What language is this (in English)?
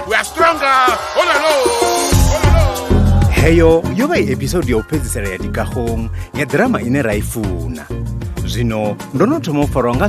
Venda